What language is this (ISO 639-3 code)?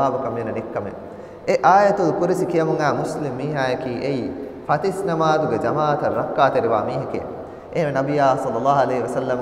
div